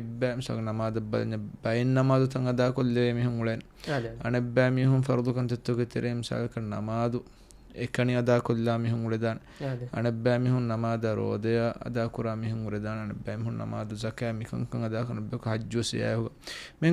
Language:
Divehi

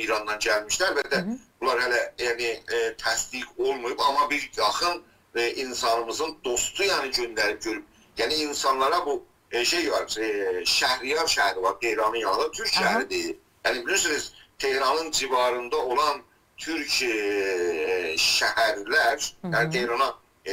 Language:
South Azerbaijani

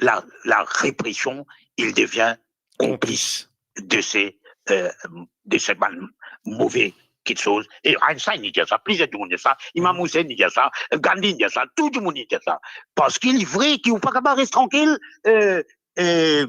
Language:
Morisyen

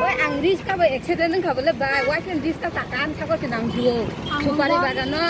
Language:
Kok Borok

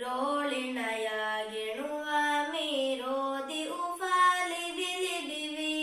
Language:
Divehi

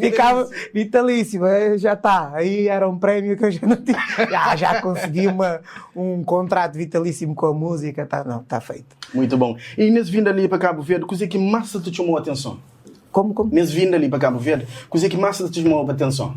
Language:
Kabuverdianu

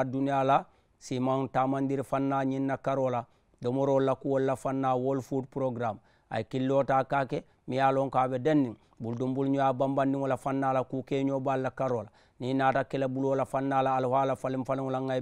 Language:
Mandingo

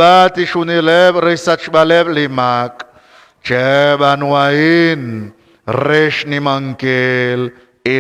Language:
Kekchí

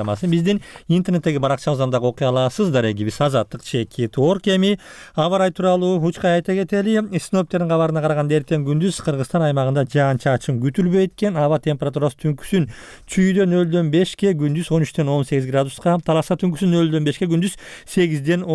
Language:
Kyrgyz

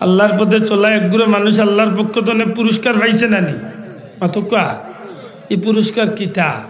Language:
Sylheti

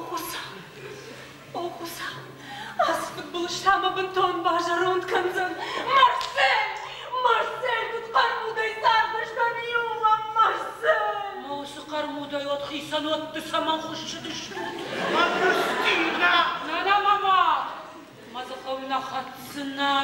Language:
Ossetic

